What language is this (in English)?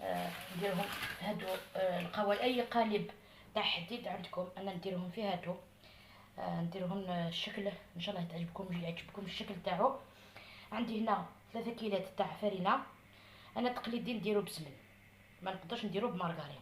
Algerian Arabic